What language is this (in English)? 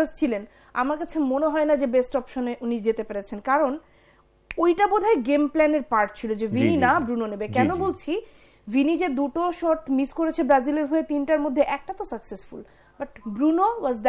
Bangla